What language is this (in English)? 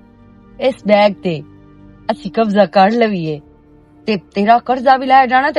Western Panjabi